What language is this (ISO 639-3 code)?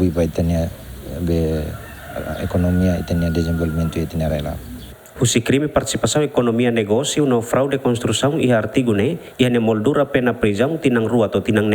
tet